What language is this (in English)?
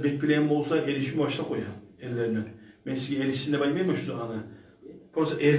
Kumyk